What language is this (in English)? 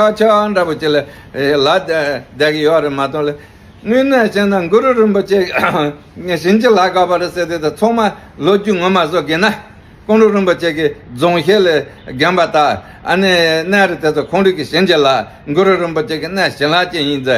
Tibetan